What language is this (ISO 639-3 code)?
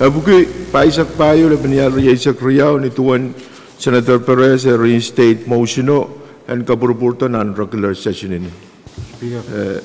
pon